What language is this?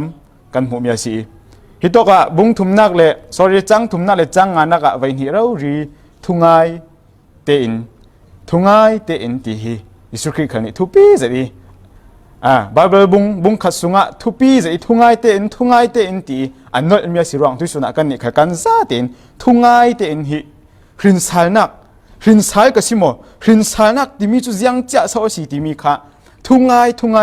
Falam Chin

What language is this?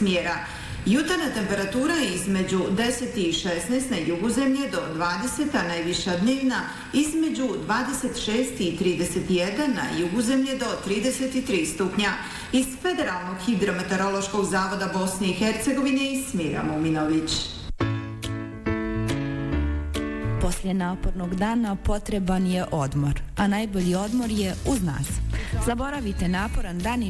Bosnian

